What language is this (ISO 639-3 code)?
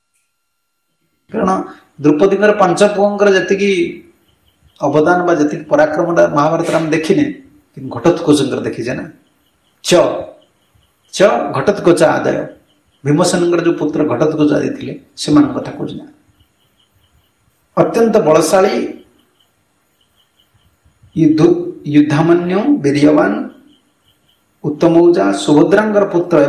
ori